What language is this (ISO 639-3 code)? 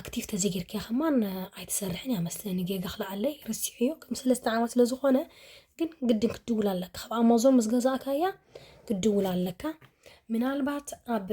tir